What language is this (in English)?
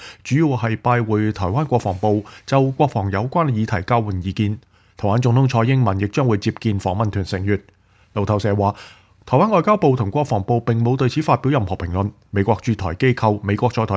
Cantonese